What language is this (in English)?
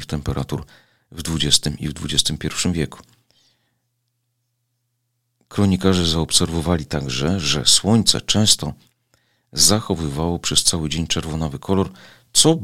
Polish